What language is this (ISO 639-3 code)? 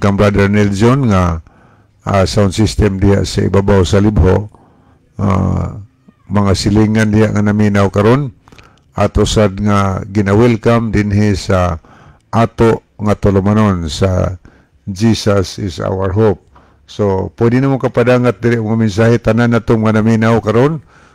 ceb